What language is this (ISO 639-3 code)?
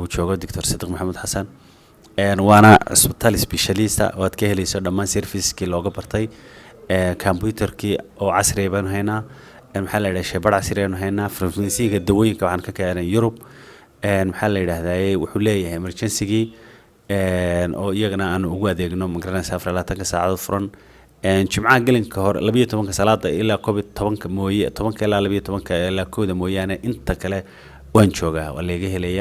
som